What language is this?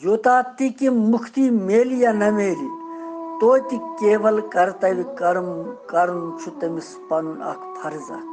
Kashmiri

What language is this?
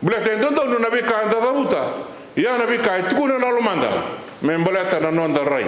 Fijian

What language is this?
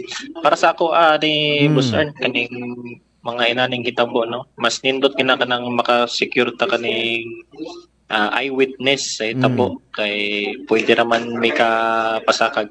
Cebuano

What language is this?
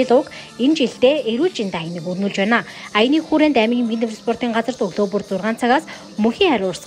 Mongolian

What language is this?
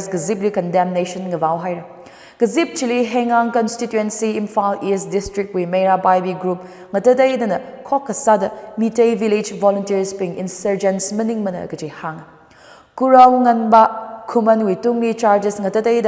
Tangkhul Naga (India)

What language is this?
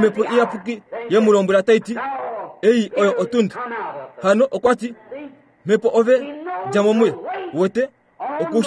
Kuanyama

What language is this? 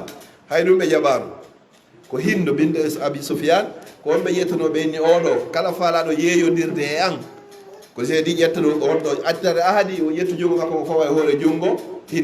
Fula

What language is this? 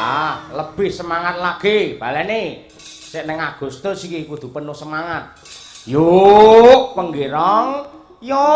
Javanese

